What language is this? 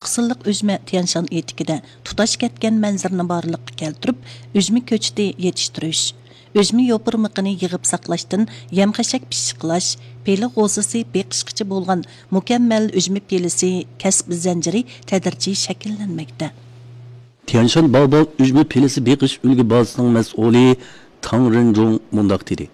Uyghur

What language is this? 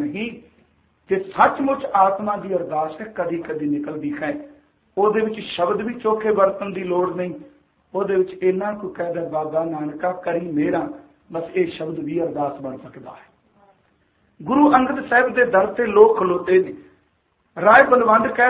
Punjabi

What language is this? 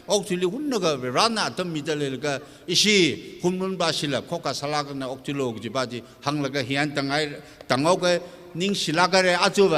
Tangkhul Naga (India)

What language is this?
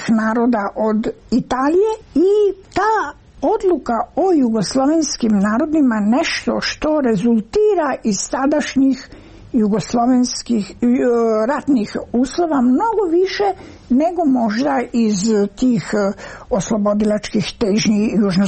Serbian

